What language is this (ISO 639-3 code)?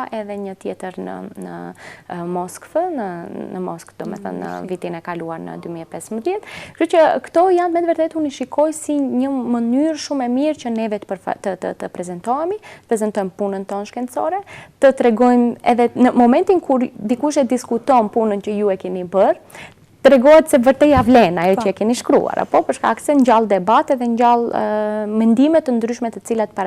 sqi